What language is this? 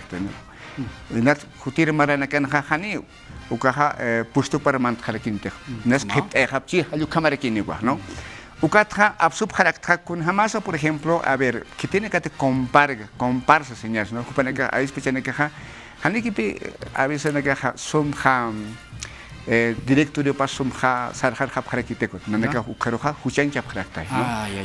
Aymara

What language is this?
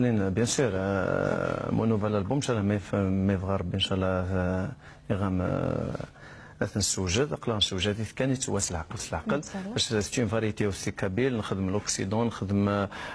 Kabyle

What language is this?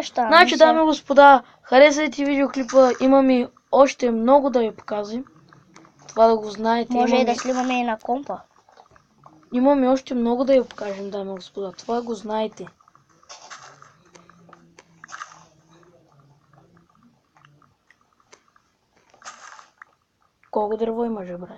Bulgarian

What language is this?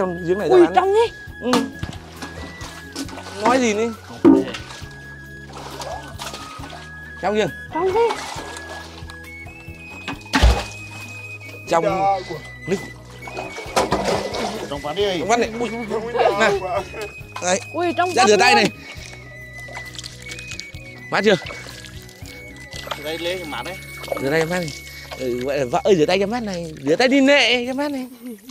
Vietnamese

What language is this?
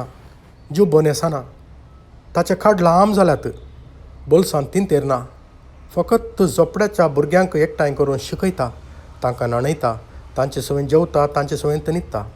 Konkani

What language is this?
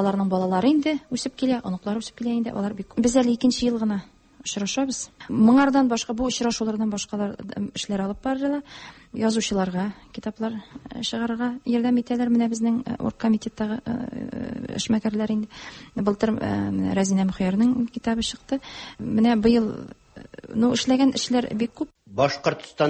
Tatar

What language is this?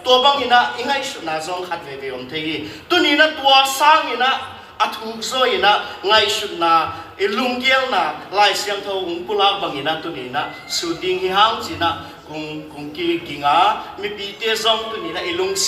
Tedim Chin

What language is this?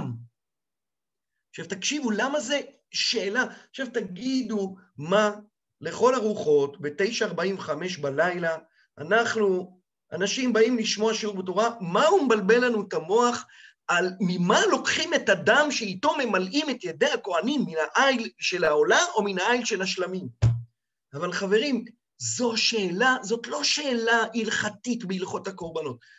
Hebrew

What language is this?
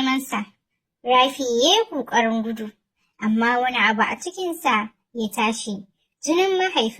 Hausa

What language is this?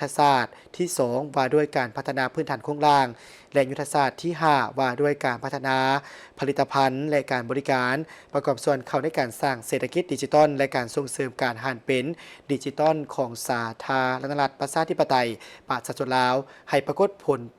Lao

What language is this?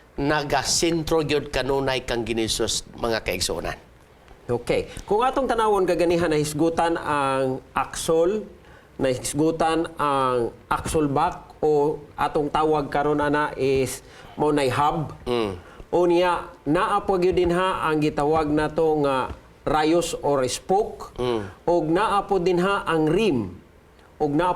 Cebuano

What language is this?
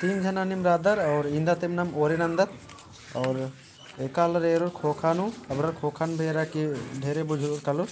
Kurukh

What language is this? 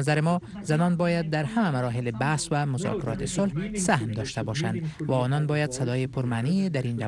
Persian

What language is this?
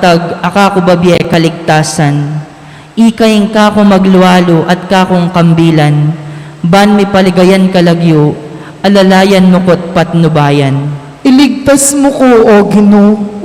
Pampanga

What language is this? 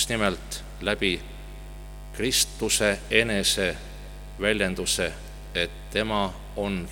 Estonian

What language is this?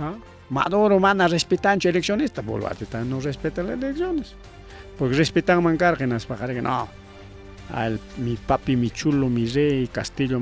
Ayacucho Quechua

